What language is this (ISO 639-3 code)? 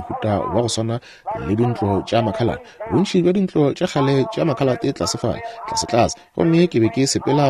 nso